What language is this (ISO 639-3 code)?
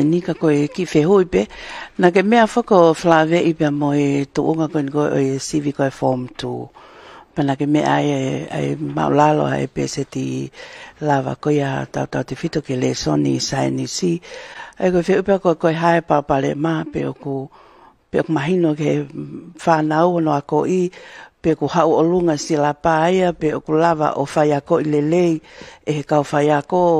ton